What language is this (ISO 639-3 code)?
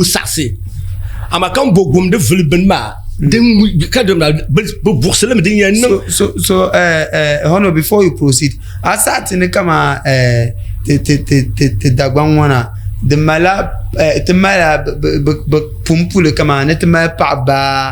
dag